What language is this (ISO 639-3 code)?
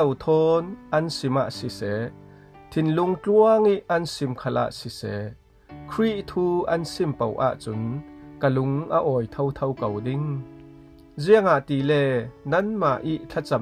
cfm